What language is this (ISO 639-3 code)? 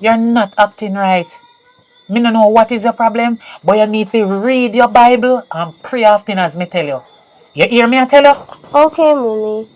jam